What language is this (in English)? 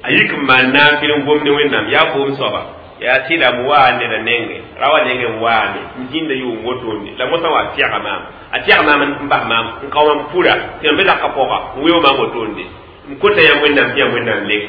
Mossi